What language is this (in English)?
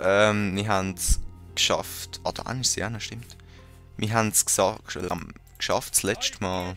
Swiss German